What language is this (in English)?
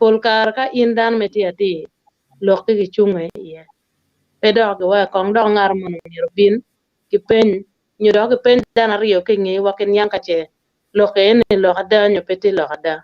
Acoli